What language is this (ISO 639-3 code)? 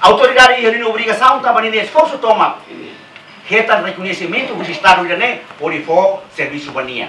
tet